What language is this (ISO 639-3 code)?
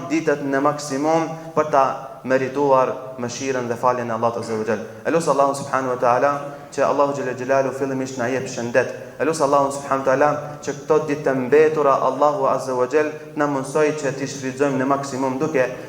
sqi